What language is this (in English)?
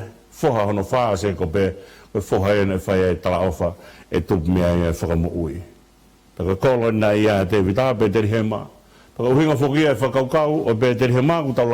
Tongan